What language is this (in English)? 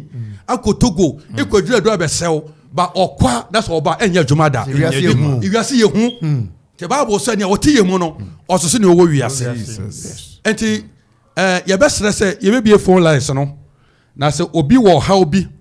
Akan